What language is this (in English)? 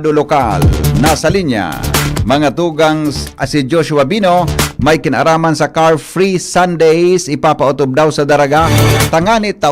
Bikol